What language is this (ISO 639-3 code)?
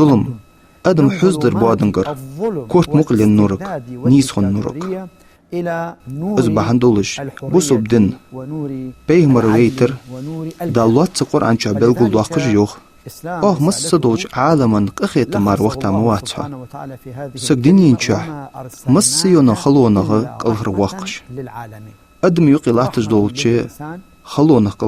inh